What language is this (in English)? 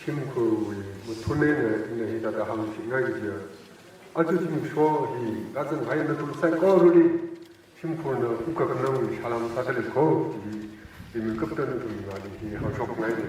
Tangkhul Naga (India)